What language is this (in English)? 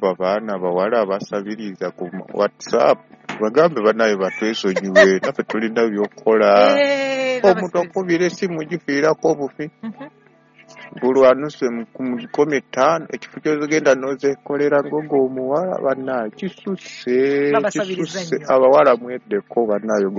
Ganda